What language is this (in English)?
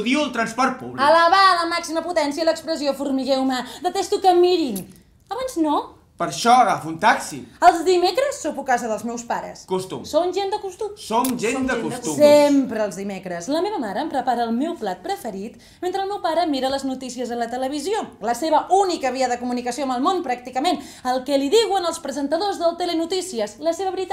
Catalan